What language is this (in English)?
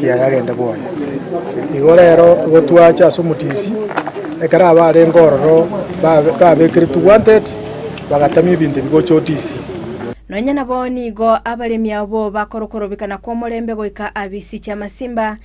Gusii